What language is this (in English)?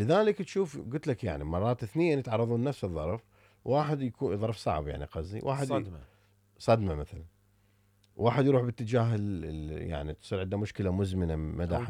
Mesopotamian Arabic